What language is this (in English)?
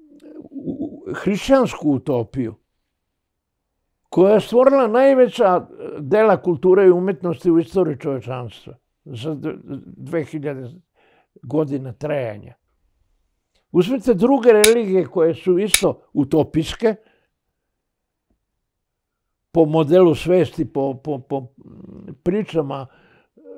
Serbian